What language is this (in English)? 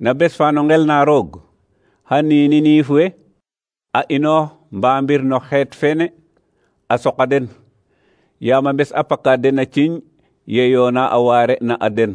Serer